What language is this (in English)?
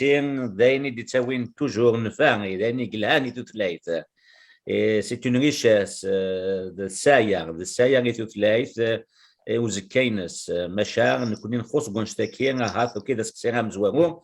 Kabyle